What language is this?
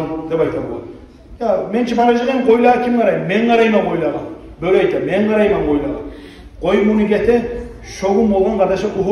Kumyk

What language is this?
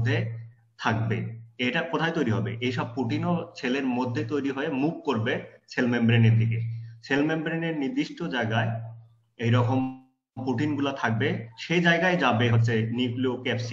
Bangla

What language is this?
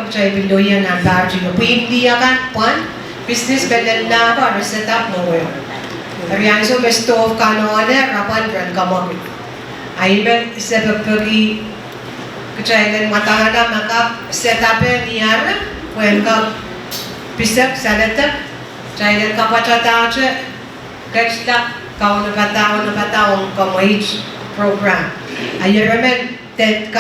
Pohnpeian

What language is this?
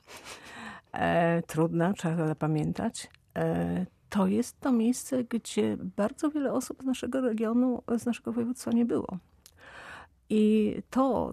Polish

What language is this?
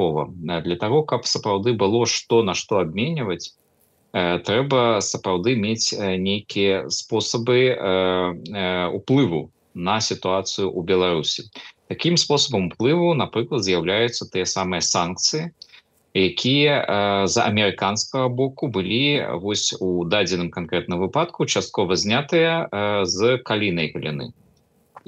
Belarusian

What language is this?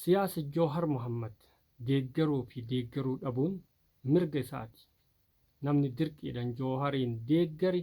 Oromo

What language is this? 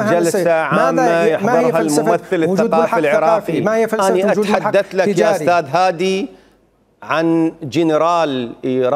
Mesopotamian Arabic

